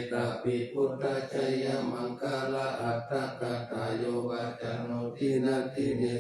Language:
Pali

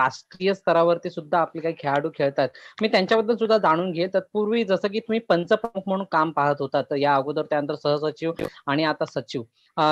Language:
Marathi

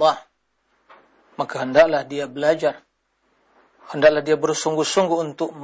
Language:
Malay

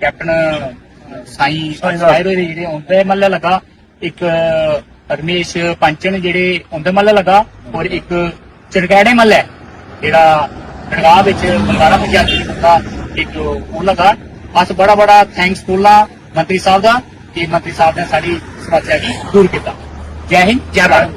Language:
Dogri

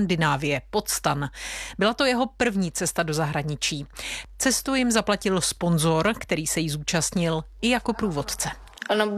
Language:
Czech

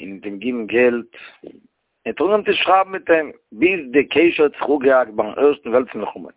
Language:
Yiddish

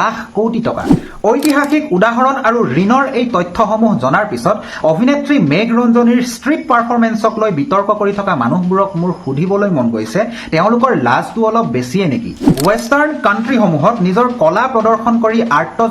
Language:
Assamese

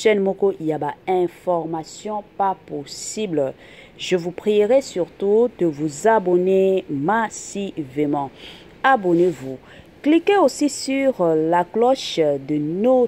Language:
Lingala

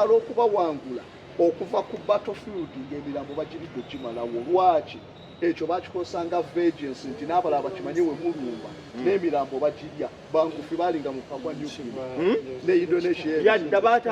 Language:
Ganda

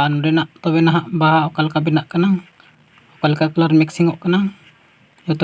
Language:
Santali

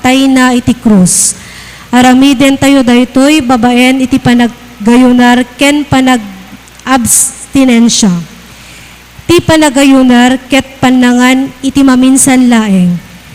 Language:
Iloko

